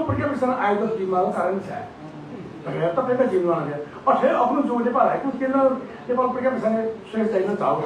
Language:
Newari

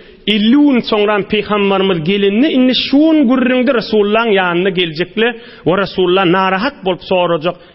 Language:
Turkmen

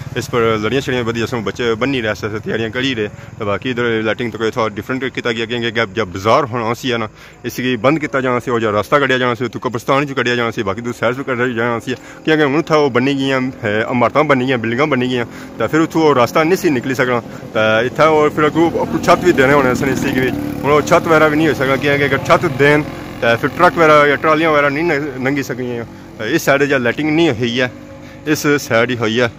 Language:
Pahari-Potwari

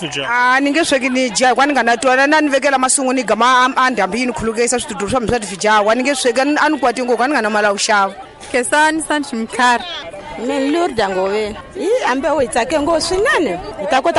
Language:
Tsonga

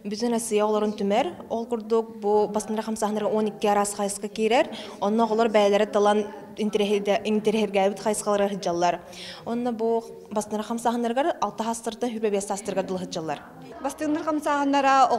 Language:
Yakut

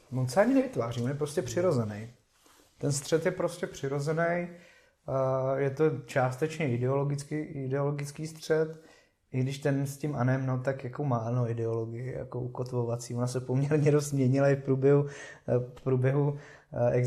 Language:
Czech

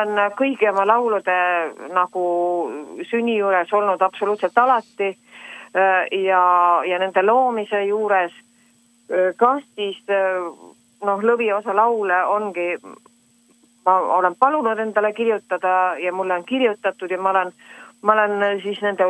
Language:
Estonian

